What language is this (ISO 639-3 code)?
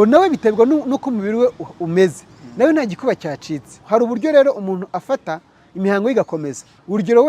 kin